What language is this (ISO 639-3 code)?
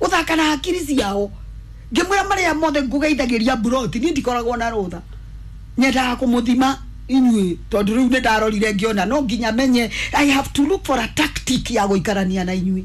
kik